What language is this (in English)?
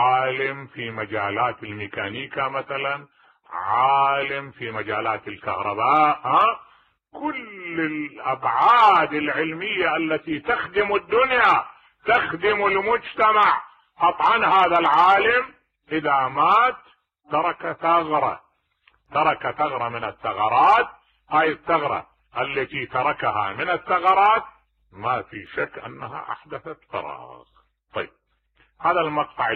Mesopotamian Arabic